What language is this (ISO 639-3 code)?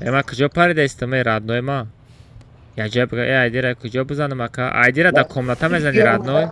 tgk